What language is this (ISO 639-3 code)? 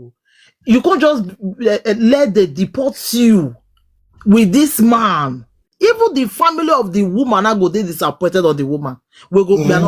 pcm